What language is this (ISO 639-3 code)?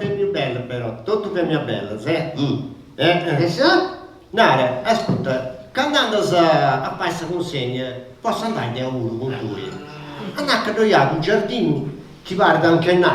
srd